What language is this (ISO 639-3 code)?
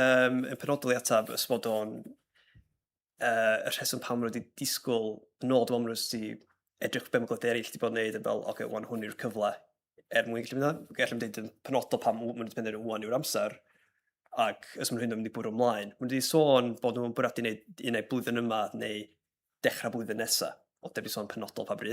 cym